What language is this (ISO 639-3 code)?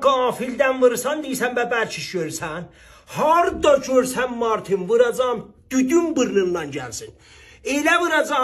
azb